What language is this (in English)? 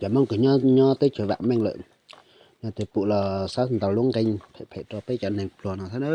Hmong